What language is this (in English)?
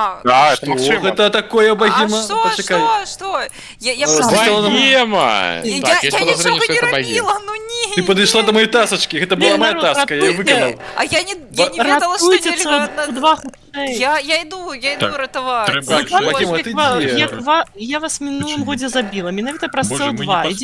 Belarusian